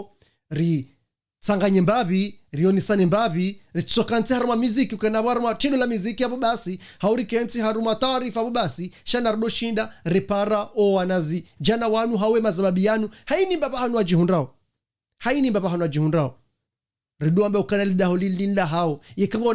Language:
Ngazidja Comorian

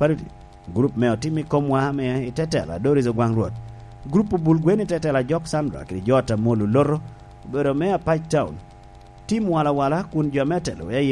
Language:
Lango (Uganda)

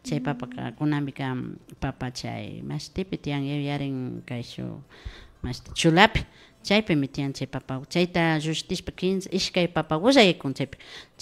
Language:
Imbabura Highland Quichua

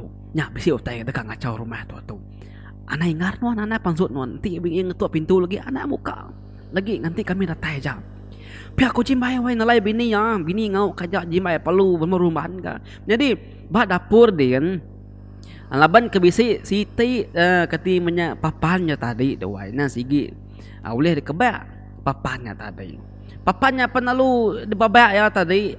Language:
Iban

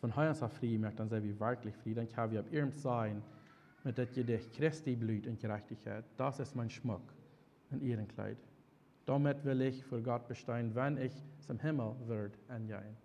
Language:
Plautdietsch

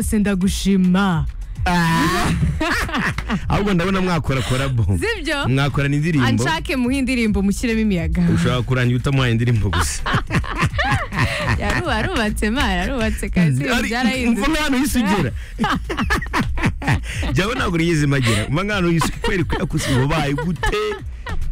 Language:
Kinyarwanda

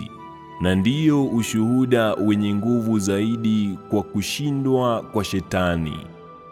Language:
Swahili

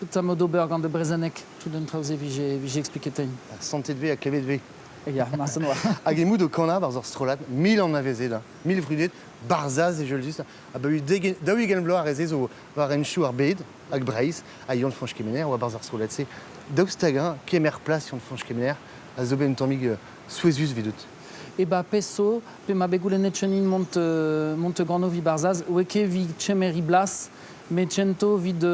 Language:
Breton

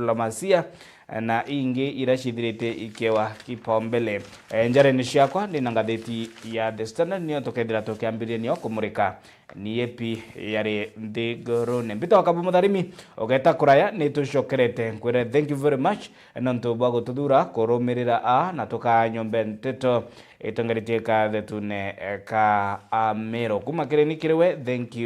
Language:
Meru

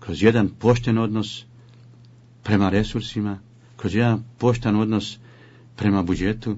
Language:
Bosnian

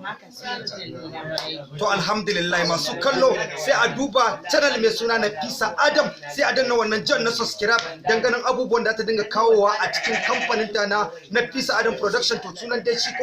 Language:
Hausa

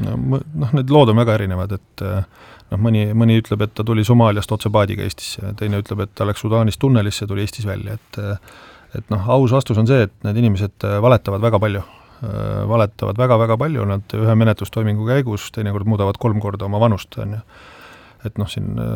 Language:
Estonian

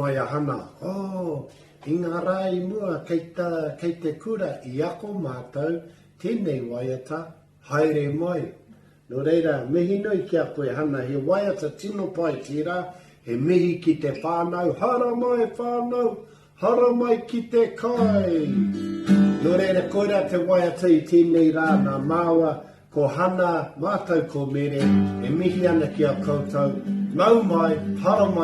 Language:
Māori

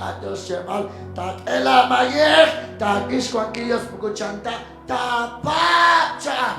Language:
Kekchí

